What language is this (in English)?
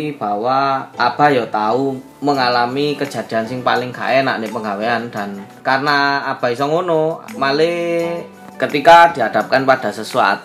Indonesian